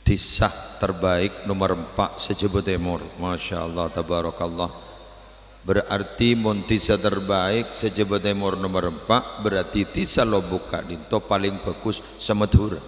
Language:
Madurese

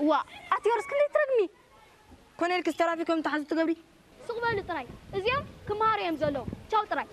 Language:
Tigrinya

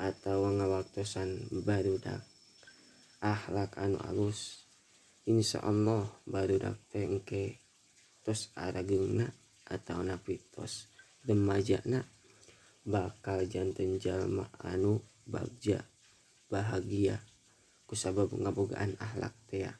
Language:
Sundanese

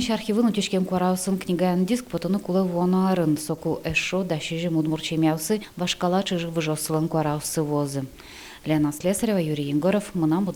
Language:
Udmurt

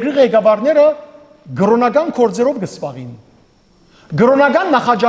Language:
Western Armenian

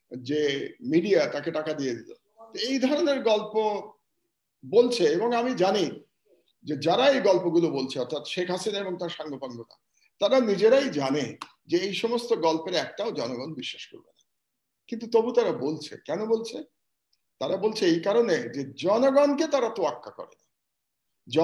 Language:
Bangla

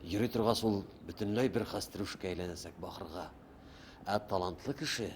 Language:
Bashkir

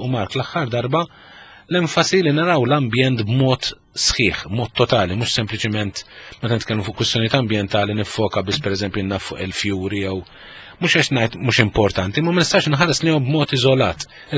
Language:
Maltese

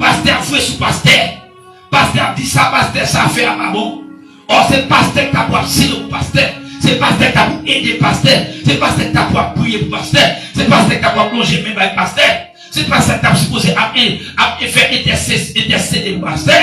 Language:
Haitian Creole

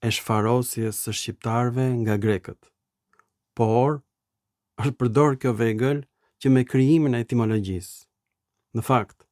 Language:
Albanian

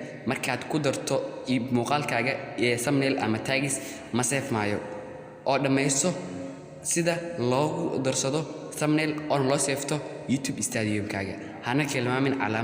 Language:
Somali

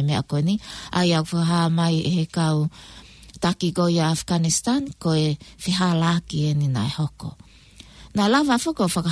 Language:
Tongan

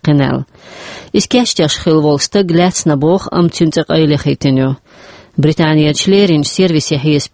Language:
Chechen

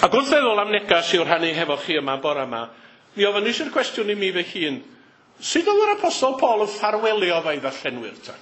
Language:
Welsh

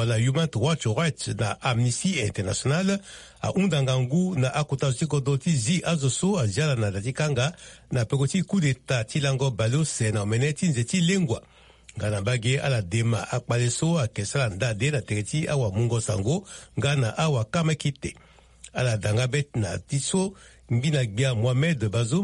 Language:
Sango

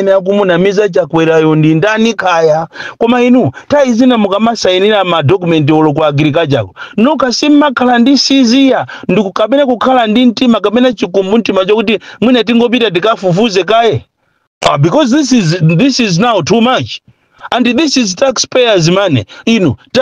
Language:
Nyanja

